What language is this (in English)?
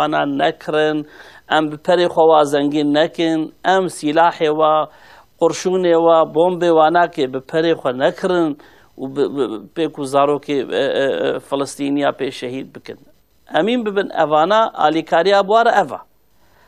Kurdish